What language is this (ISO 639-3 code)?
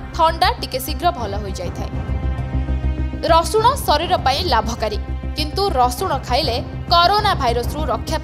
ori